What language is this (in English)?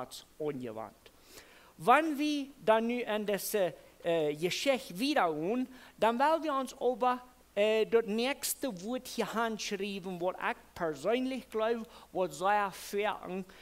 Plautdietsch